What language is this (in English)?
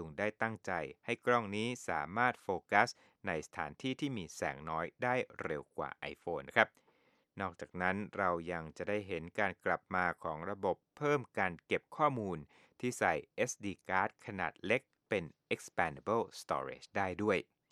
Thai